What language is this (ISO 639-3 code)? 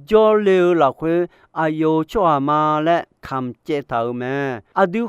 ahk